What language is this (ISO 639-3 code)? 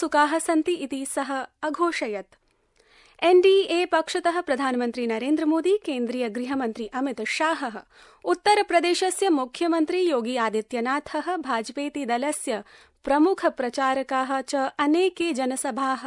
san